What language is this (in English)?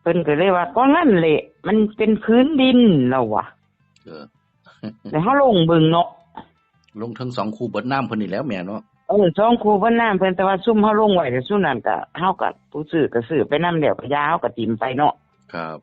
Northeastern Thai